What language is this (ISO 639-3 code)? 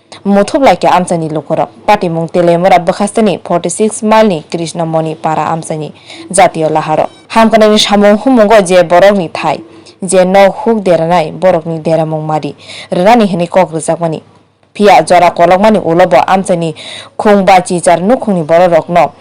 trp